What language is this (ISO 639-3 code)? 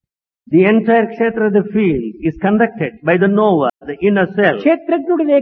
tel